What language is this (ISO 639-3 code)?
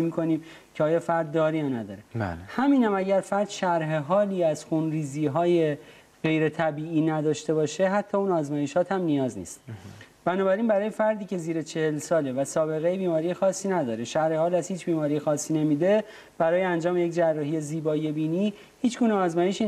fas